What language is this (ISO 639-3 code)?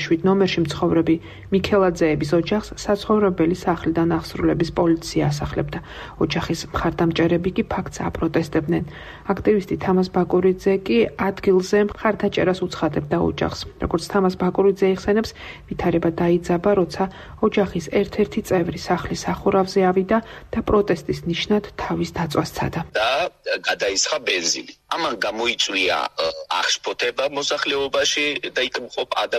kat